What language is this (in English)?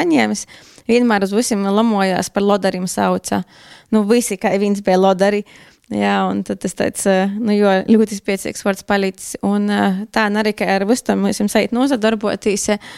Latvian